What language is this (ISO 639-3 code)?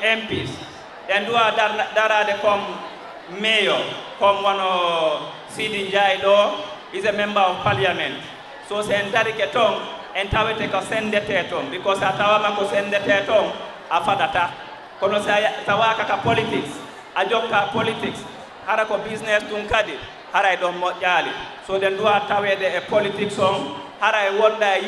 ful